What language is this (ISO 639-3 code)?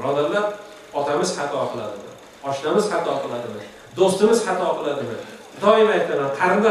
uzb